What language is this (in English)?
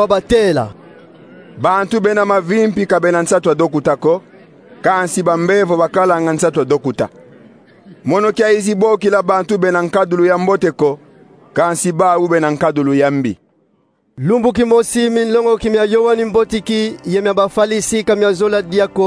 Kongo